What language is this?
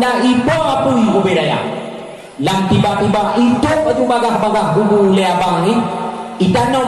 Achinese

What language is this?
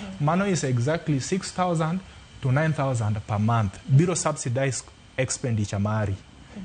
Luo (Kenya and Tanzania)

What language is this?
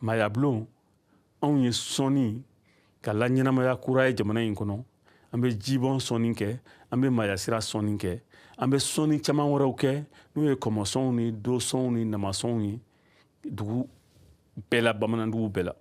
Bambara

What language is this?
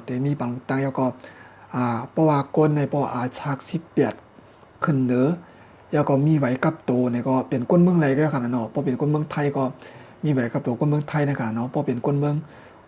Shan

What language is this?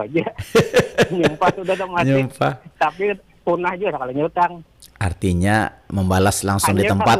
Banjar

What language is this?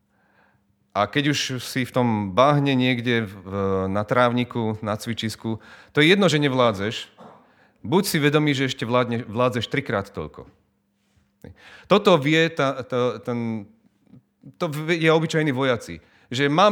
Slovak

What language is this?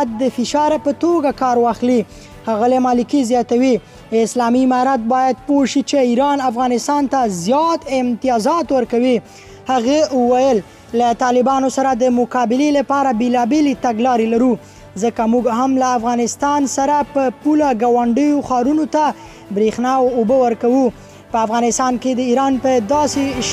Pashto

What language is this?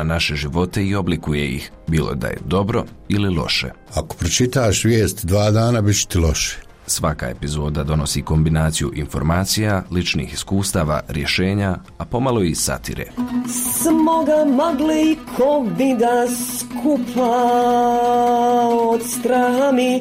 Bosnian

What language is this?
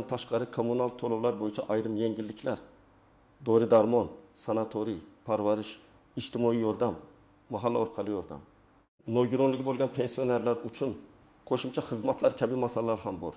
Uzbek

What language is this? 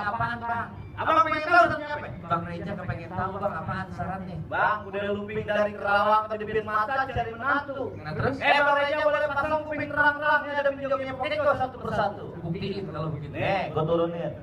Betawi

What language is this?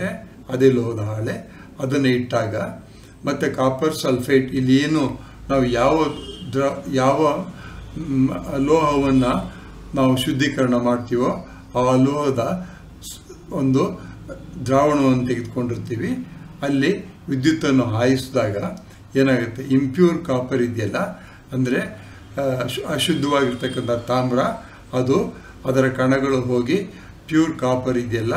Kannada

